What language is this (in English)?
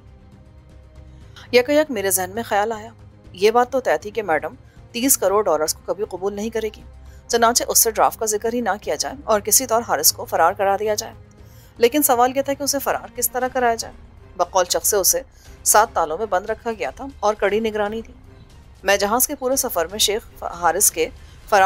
Urdu